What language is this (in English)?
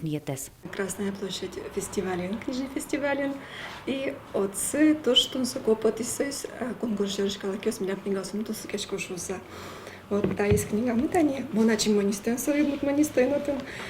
Udmurt